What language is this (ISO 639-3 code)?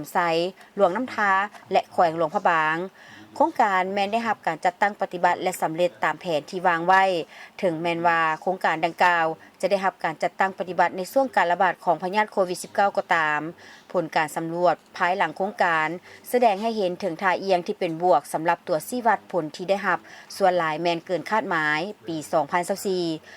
lao